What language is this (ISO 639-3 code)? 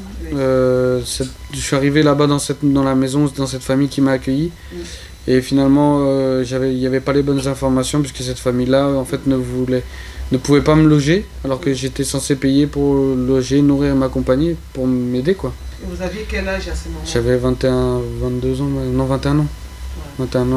fra